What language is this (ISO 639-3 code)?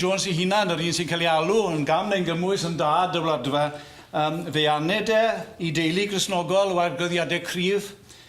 cym